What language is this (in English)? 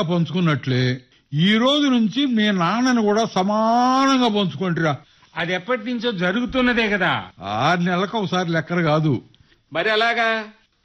Telugu